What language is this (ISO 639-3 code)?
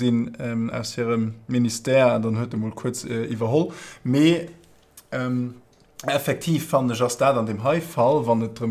ltz